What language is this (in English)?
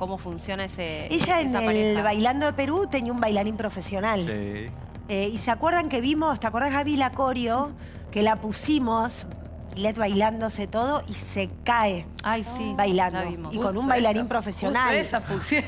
Spanish